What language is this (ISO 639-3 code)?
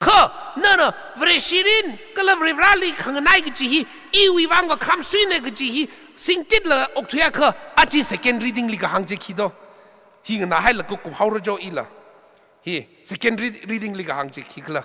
nmf